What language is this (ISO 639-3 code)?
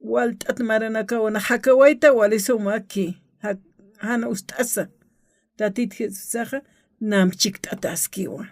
aym